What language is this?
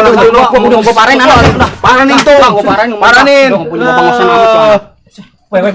Betawi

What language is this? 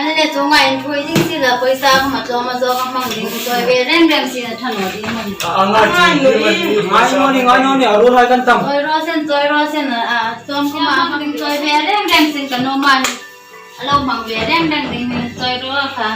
Hmar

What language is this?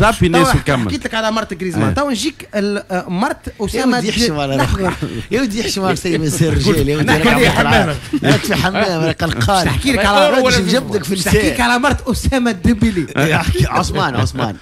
Tunisian Arabic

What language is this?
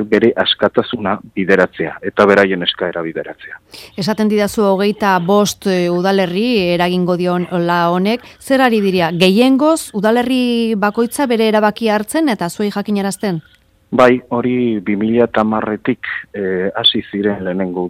Basque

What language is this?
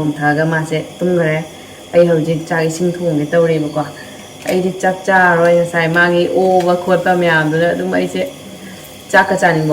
Manipuri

